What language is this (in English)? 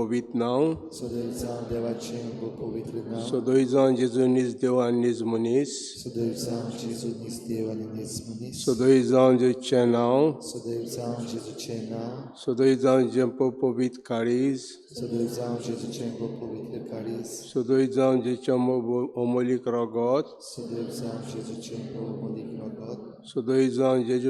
Konkani